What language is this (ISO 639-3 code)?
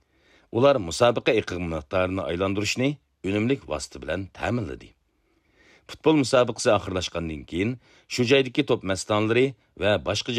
uig